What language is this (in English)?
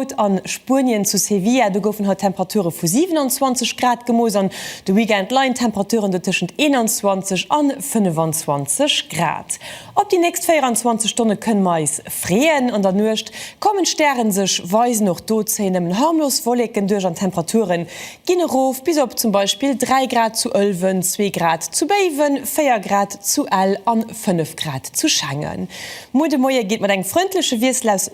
Luxembourgish